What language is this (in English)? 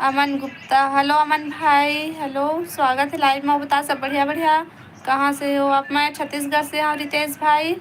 Chhattisgarhi